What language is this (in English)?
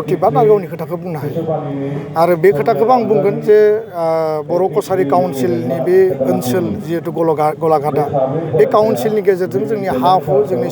Bodo